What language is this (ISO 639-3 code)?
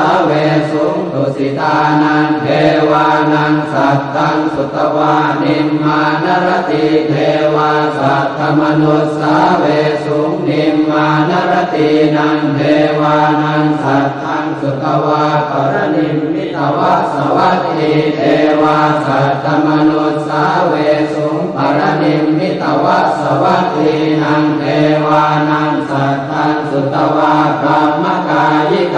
pli